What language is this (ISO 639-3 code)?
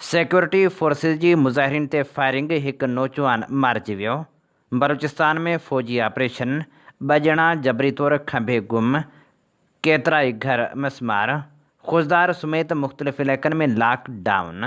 snd